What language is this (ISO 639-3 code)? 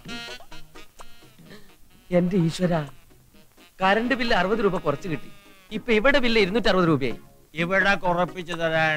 mal